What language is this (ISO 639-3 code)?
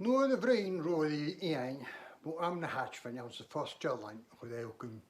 gla